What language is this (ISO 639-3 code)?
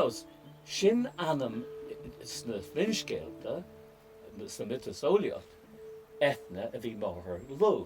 gle